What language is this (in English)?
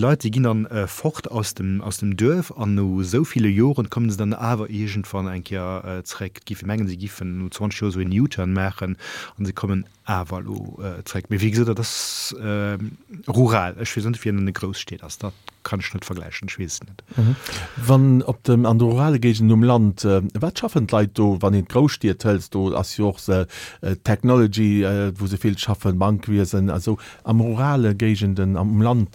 Luxembourgish